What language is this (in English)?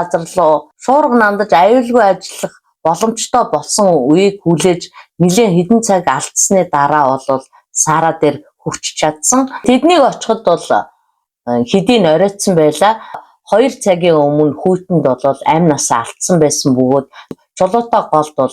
Mongolian